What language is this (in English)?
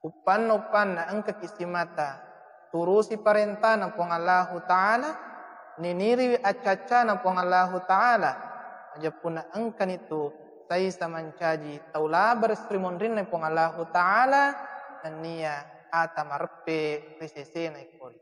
Buginese